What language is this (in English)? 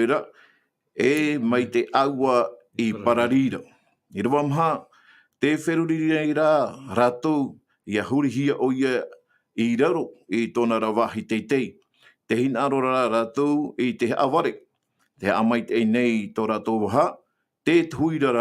Tahitian